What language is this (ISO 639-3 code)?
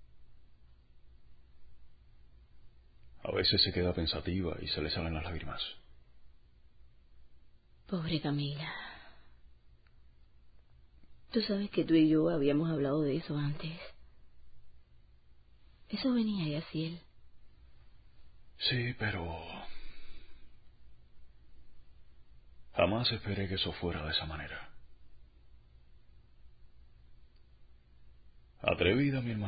spa